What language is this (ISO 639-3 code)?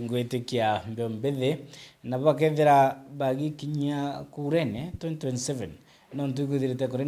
mer